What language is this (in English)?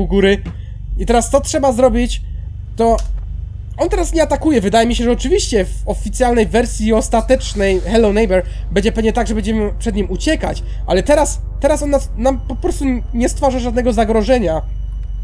Polish